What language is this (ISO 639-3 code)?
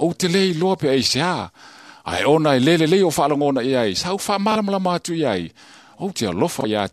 smo